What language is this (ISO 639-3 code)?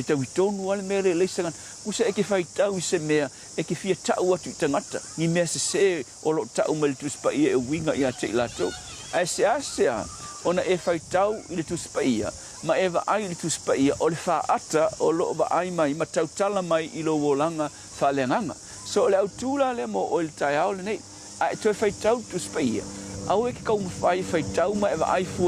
smo